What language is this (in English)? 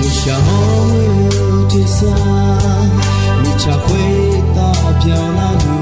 Akha